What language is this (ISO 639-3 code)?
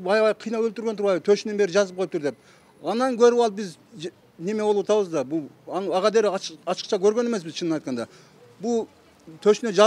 kir